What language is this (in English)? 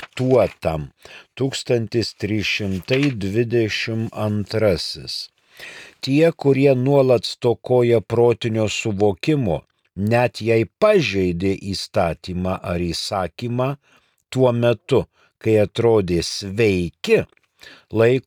Lithuanian